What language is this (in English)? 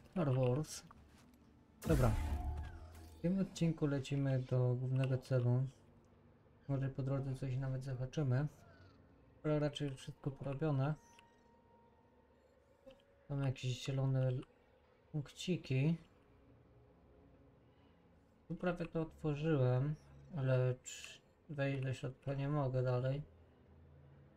Polish